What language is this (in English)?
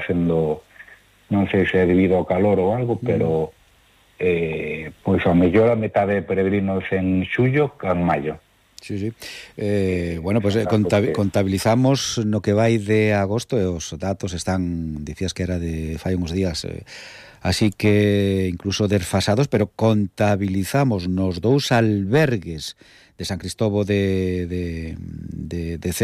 Galician